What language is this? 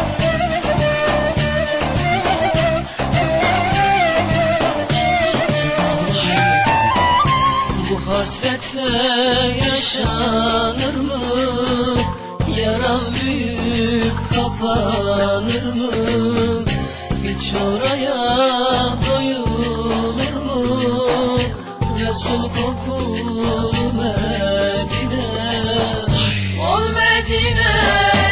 Turkish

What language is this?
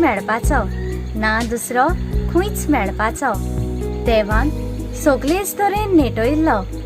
Konkani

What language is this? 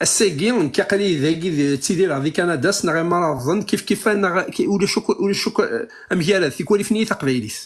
Kabyle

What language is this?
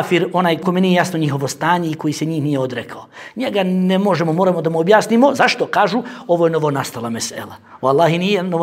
Bosnian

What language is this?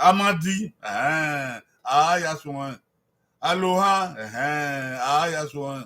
Bini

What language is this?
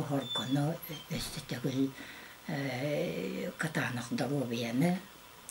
Yakut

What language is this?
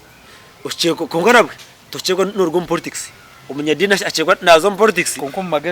Nyankole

